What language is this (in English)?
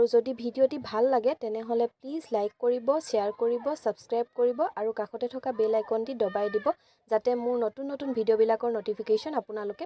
Assamese